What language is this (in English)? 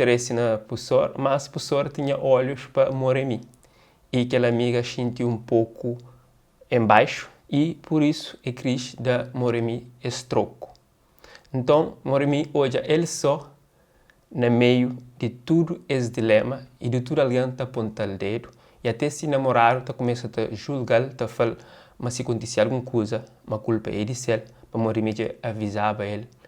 Kabuverdianu